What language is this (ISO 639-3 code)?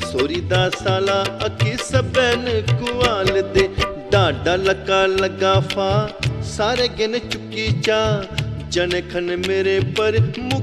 doi